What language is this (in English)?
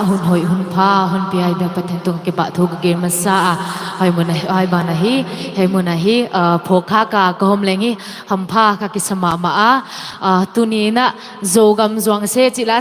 Tedim Chin